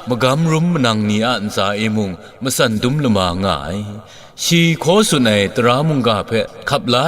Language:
Kachin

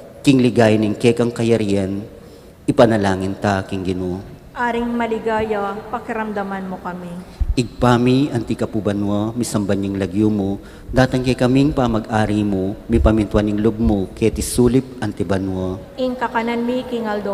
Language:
Pampanga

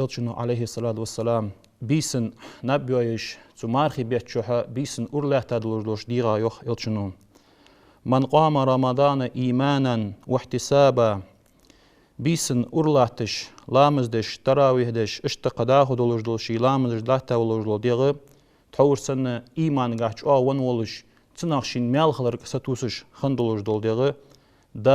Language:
Ingush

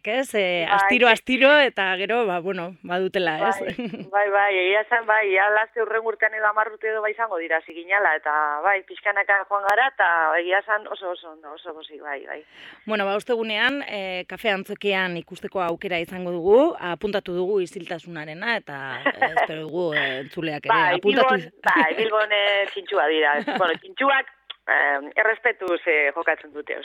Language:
Basque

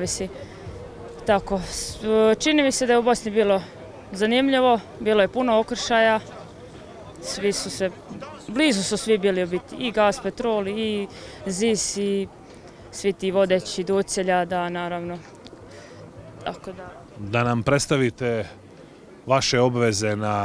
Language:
Croatian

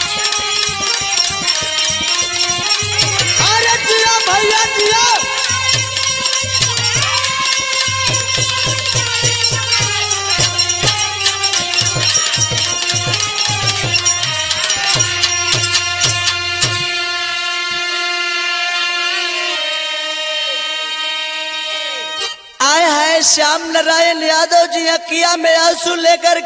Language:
Bhojpuri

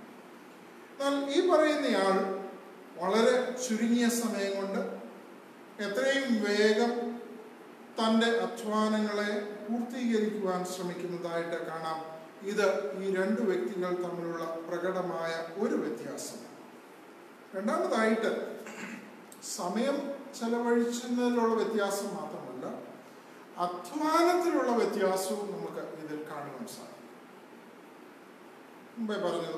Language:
Malayalam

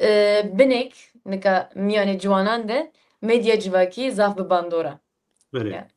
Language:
Zaza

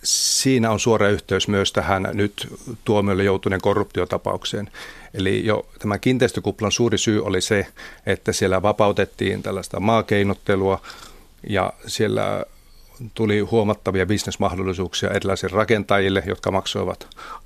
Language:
Finnish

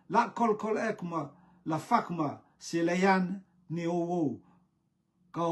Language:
Rotuman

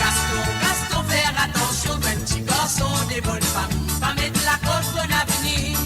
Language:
Morisyen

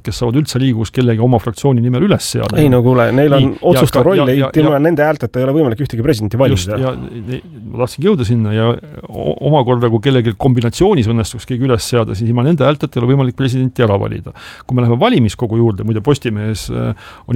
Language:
Estonian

